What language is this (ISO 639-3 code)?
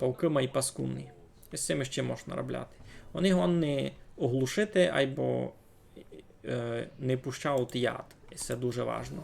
rue